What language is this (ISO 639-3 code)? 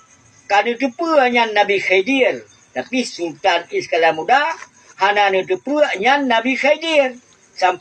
ace